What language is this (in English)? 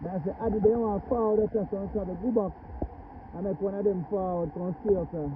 Jamaican Creole English